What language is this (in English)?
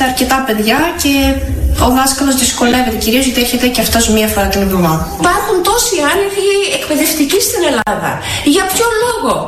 Greek